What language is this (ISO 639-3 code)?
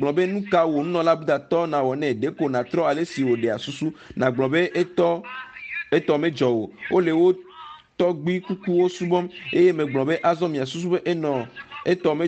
ewe